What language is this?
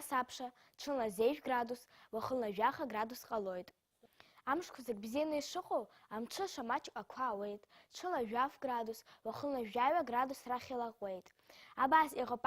Abkhazian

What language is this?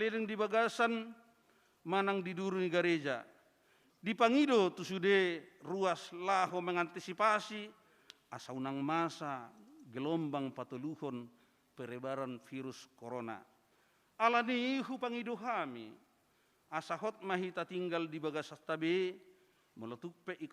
Batak Toba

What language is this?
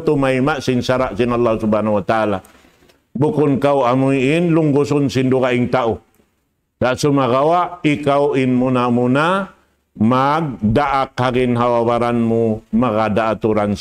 Tausug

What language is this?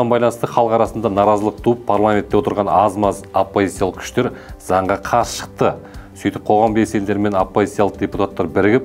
Kazakh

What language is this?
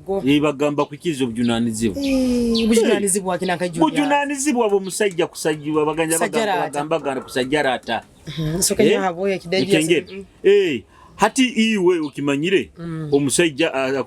Nyoro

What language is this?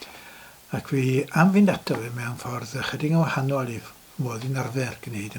Welsh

